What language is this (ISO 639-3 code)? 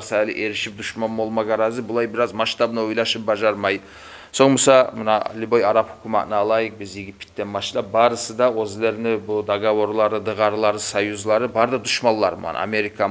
kum